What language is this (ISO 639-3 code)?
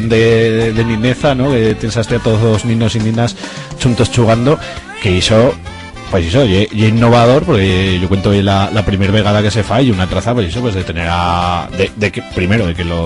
arg